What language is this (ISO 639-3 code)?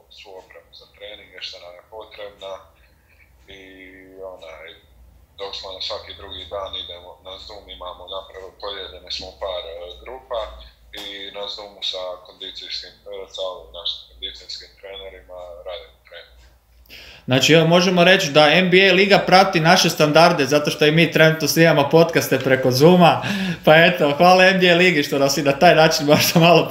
hrv